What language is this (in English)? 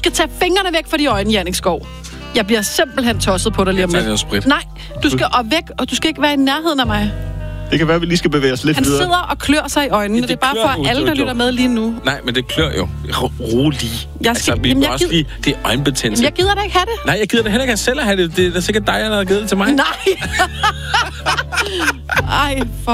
Danish